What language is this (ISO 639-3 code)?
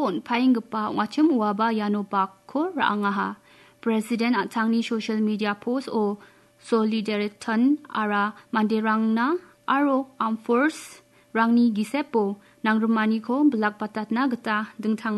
grt